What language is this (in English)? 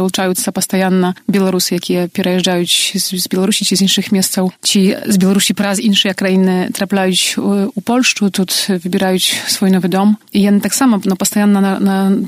Belarusian